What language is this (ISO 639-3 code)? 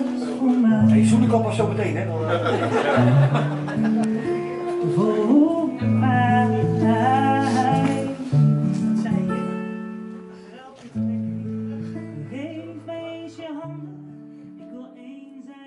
nld